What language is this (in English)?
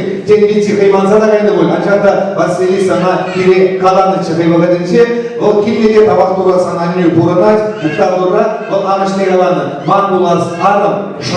Chuvash